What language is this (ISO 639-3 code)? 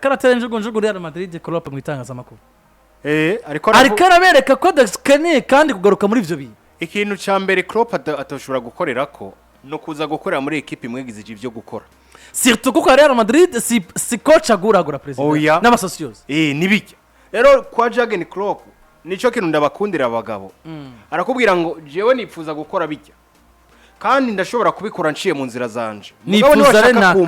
run